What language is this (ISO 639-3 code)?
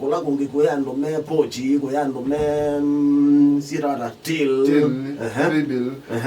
kam